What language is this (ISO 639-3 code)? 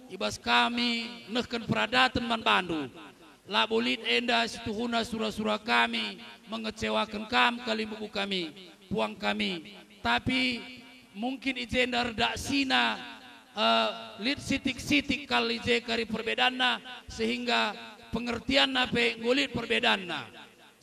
btx